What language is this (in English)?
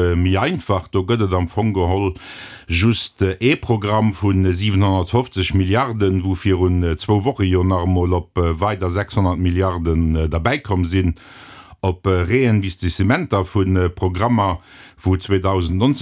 Luxembourgish